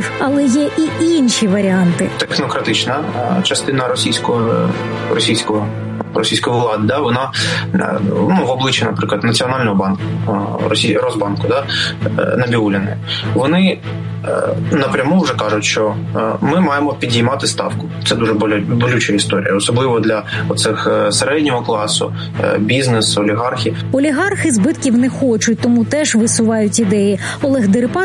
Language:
Ukrainian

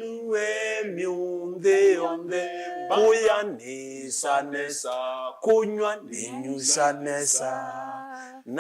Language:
Kamba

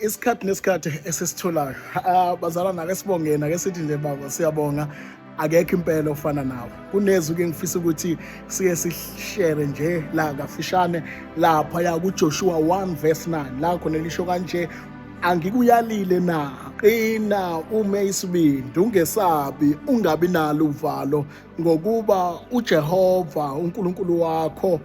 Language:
Zulu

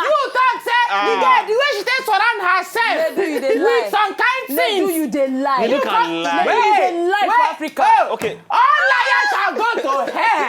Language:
Nigerian Pidgin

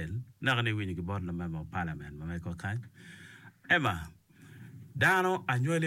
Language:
Acoli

